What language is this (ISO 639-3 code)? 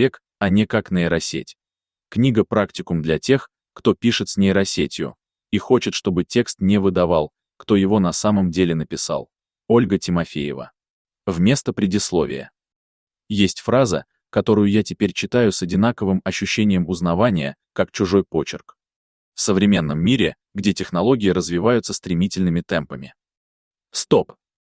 rus